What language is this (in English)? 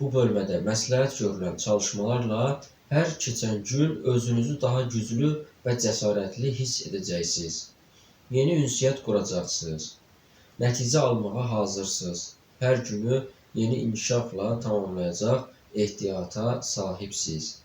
Azerbaijani